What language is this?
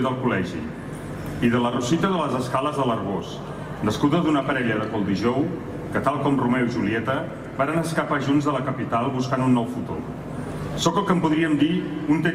Catalan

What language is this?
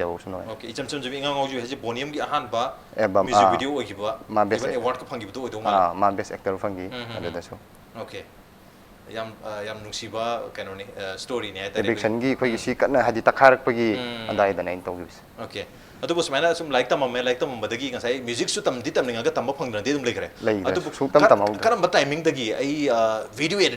Manipuri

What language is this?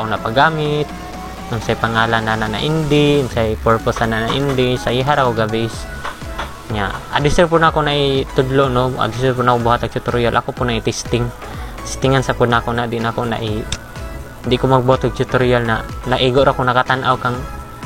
Cebuano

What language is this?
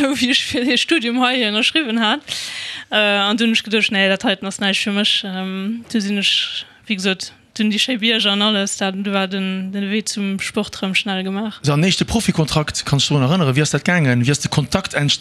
Luxembourgish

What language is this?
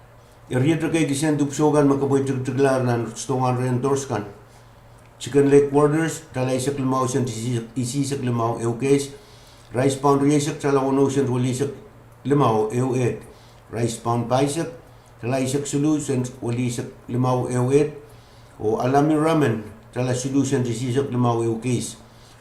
Pohnpeian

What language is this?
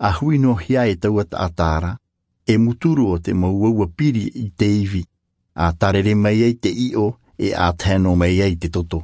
Tahitian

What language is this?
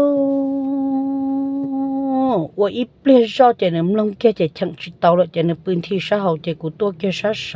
Hmong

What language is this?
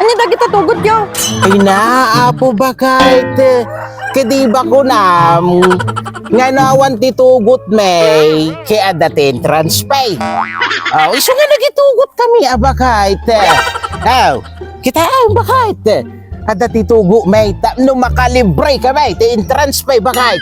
Iloko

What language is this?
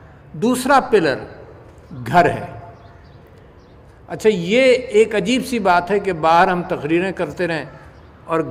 Urdu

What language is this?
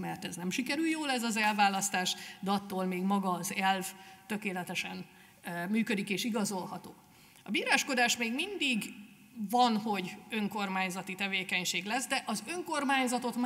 Hungarian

